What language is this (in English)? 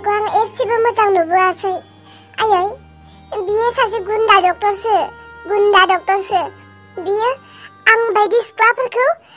Bodo